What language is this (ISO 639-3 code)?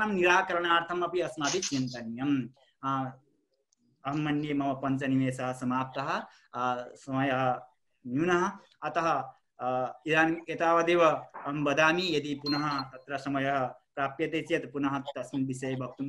san